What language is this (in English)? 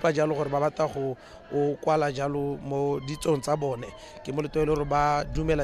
Tswana